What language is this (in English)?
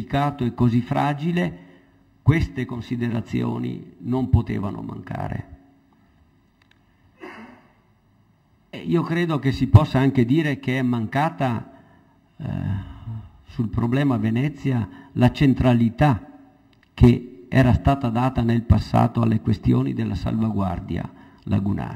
Italian